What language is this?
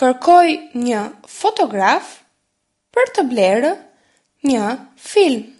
Albanian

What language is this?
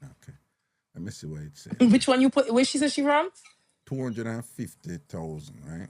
Jamaican Creole English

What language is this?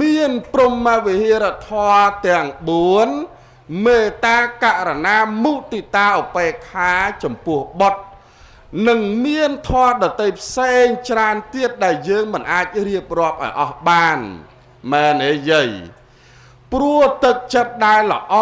Khmer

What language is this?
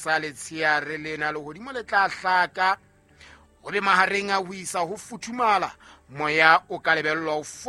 Southern Sotho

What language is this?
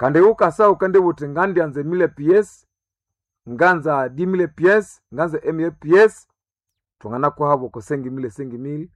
Nande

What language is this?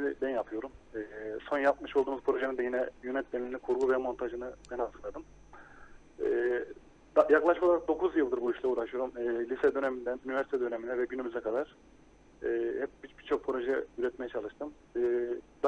Turkish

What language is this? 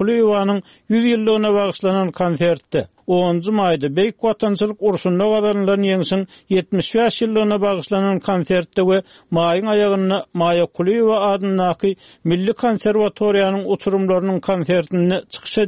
Turkmen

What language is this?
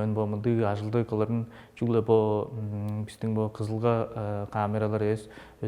Tuvinian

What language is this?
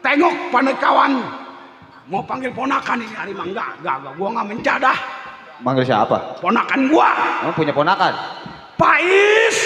Betawi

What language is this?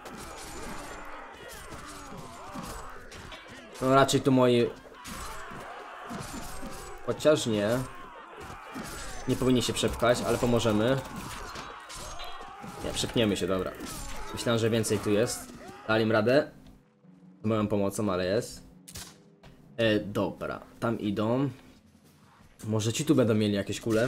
Polish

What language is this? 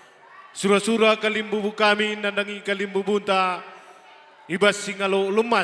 Batak Karo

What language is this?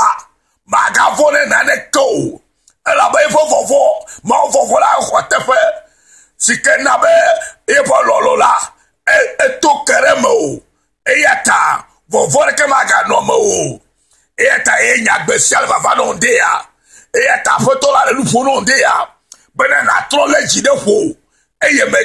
Ewe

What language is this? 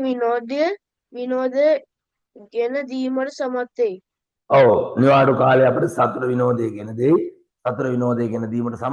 Sinhala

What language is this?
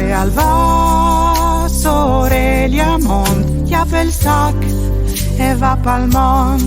Friulian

